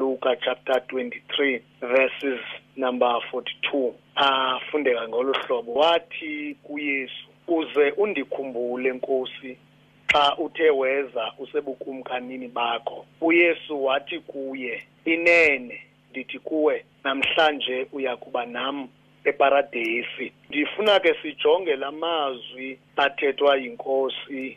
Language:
Xhosa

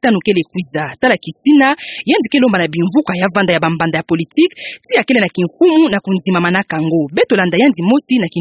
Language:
Kituba (Democratic Republic of Congo)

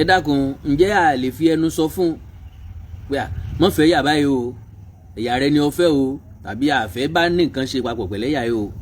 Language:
Yoruba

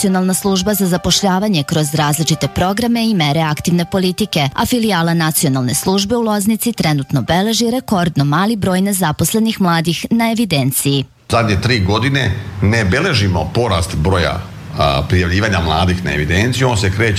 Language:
Serbian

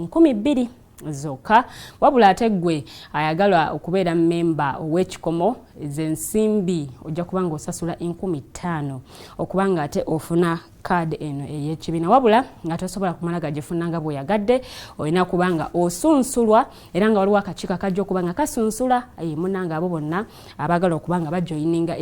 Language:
Ganda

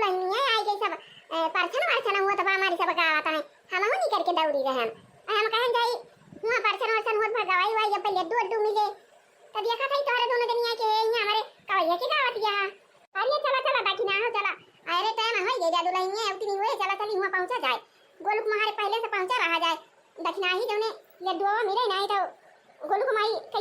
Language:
Awadhi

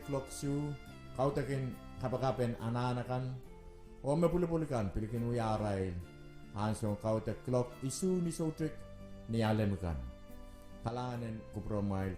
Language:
Pohnpeian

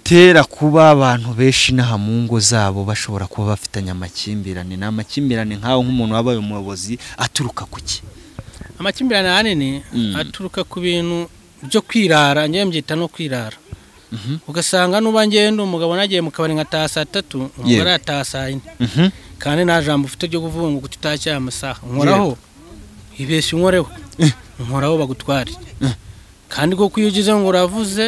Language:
Kinyarwanda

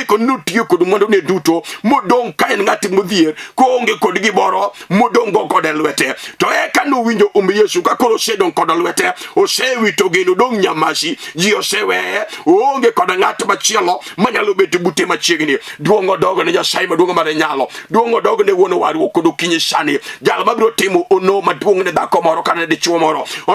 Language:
Luo (Kenya and Tanzania)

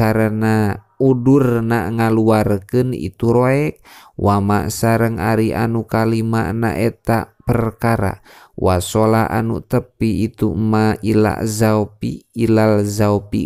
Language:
Sundanese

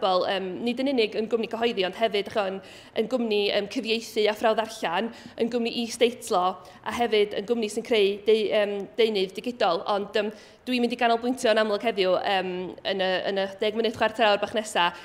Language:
Welsh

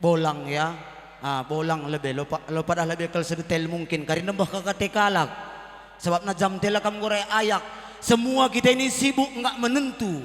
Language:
Batak Karo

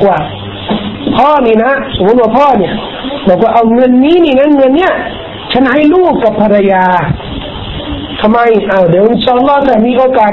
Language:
Thai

